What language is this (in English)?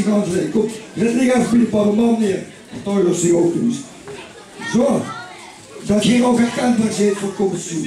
Limburgish